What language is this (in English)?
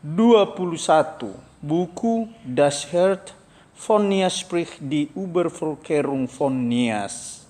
Nias